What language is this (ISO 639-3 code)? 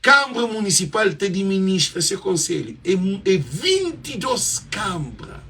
kea